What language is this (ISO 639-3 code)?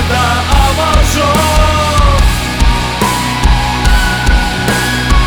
kaz